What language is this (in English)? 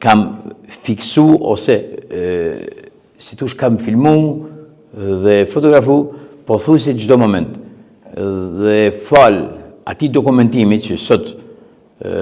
Albanian